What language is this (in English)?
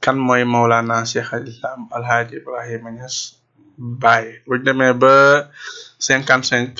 Wolof